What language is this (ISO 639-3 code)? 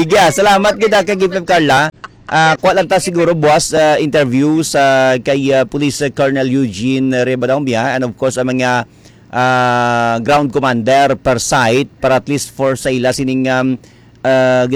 hil